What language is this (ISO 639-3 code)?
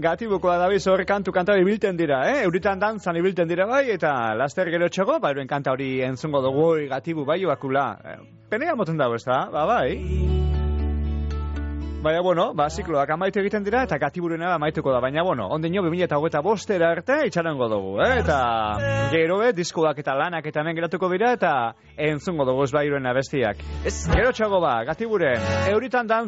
eus